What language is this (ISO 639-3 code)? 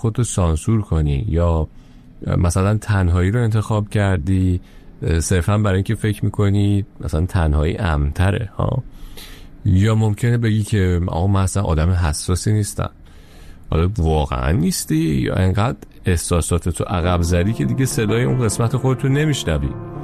fas